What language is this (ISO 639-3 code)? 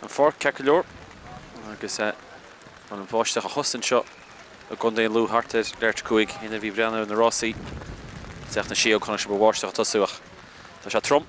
gle